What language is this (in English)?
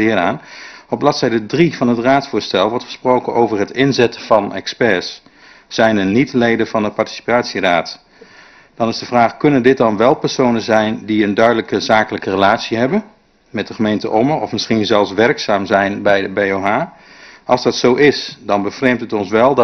Dutch